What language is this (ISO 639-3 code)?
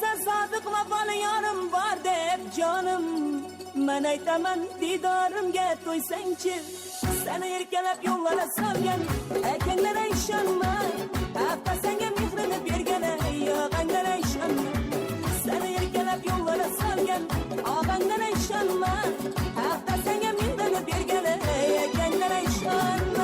kaa